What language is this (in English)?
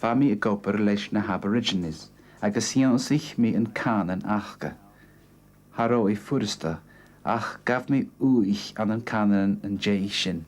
Scottish Gaelic